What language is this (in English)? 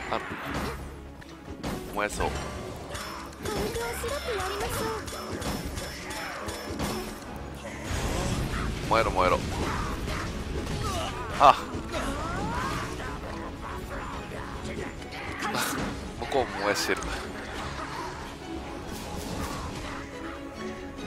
Japanese